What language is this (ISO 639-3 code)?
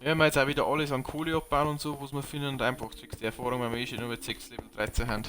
bar